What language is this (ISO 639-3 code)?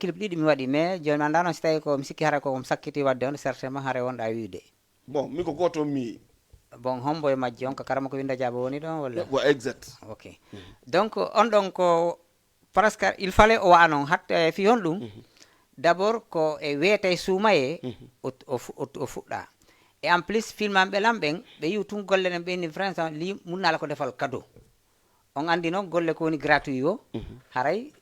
ful